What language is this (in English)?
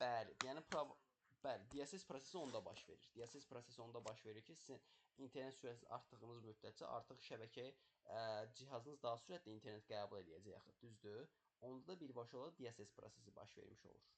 Azerbaijani